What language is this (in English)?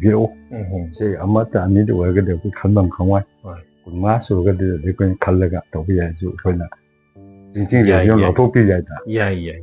Manipuri